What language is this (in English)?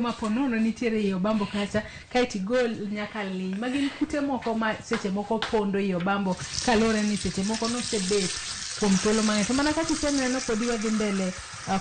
Luo (Kenya and Tanzania)